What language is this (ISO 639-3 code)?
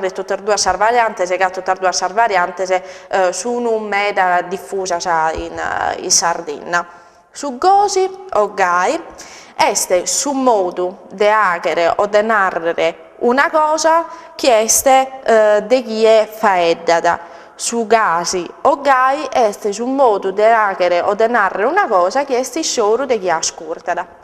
srd